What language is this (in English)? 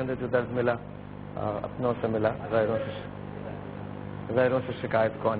Urdu